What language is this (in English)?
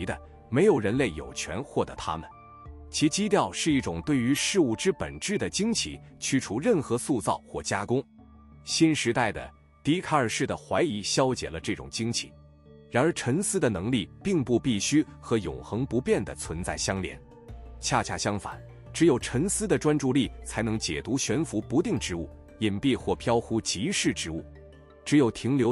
Chinese